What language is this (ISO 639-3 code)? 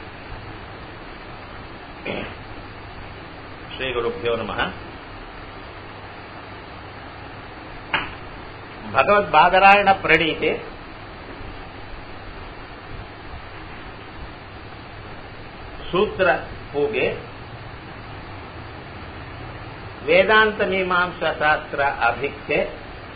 tam